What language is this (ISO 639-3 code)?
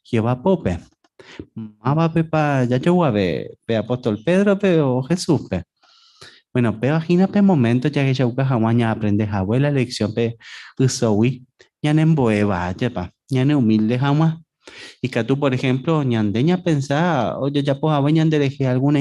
grn